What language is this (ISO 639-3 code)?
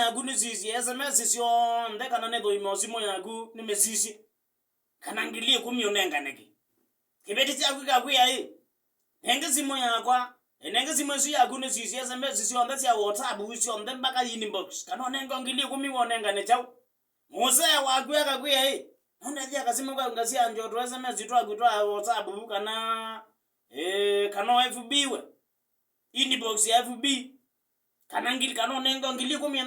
kam